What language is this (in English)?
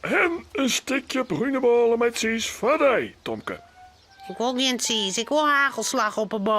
Western Frisian